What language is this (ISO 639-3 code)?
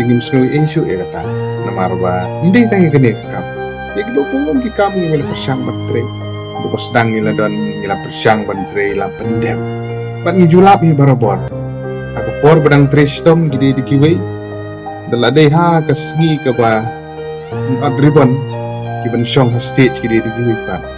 kha